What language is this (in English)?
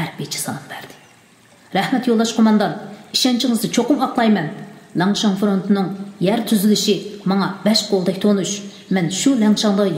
Uyghur